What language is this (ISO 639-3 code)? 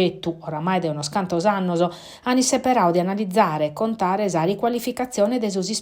srd